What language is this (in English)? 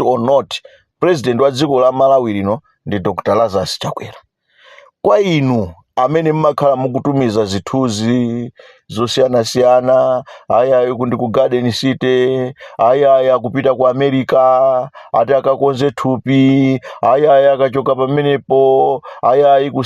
Nyanja